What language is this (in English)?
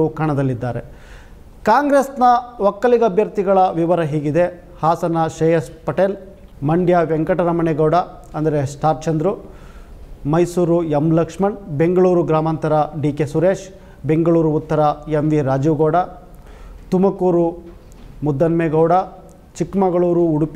Kannada